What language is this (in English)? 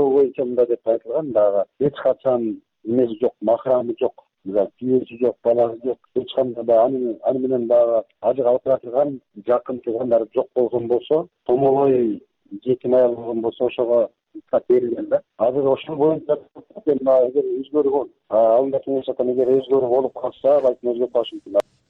Kyrgyz